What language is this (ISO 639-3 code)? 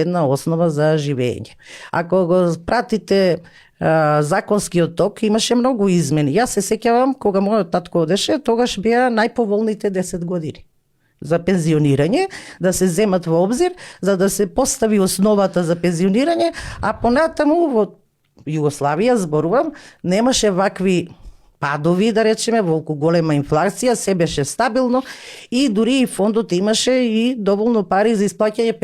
mkd